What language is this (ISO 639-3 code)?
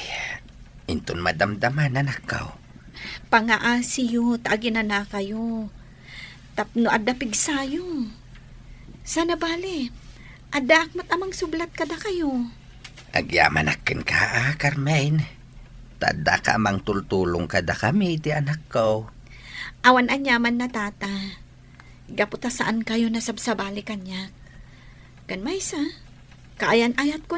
ilo